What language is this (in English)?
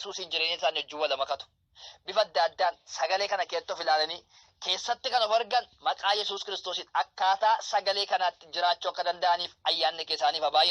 Oromo